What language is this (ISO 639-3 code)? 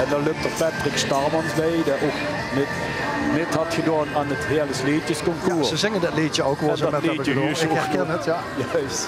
lim